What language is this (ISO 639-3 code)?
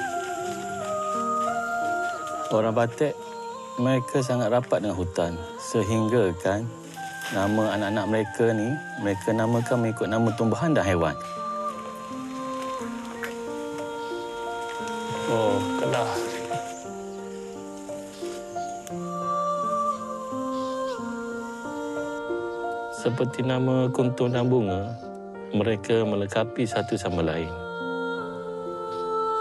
msa